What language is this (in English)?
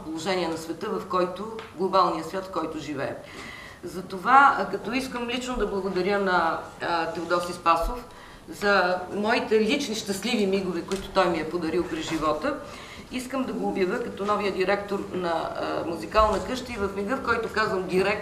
Bulgarian